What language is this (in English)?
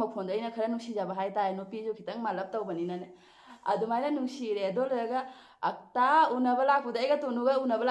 Manipuri